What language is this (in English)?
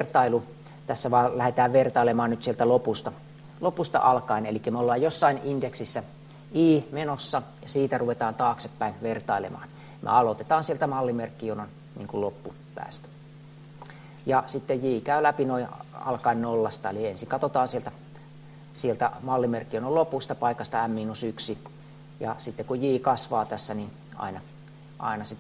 Finnish